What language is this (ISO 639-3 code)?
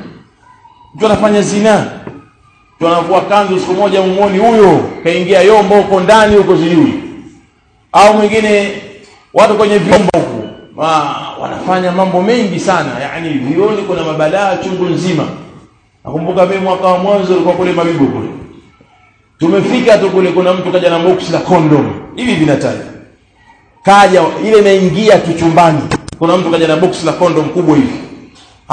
swa